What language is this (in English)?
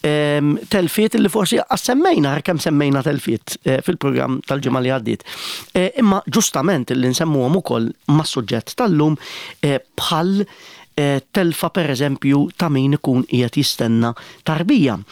Maltese